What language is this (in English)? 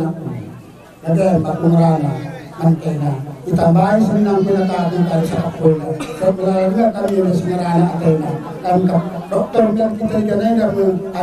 Batak Karo